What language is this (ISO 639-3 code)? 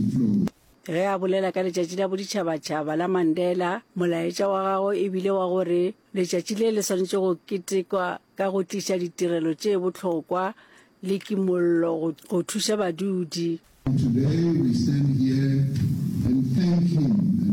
nso